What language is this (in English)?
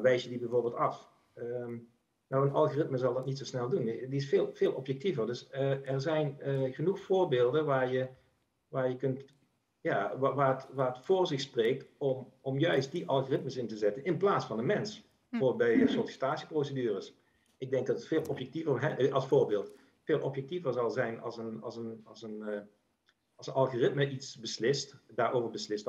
Dutch